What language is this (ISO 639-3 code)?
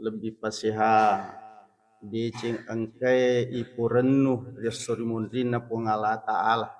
bug